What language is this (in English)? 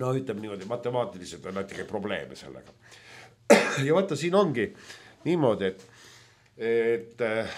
Estonian